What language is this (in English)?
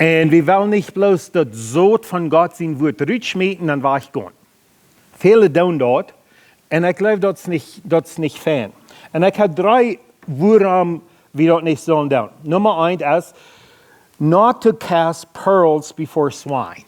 Plautdietsch